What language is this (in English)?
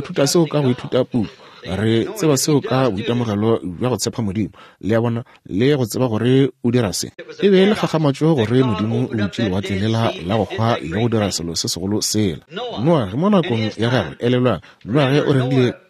Northern Sotho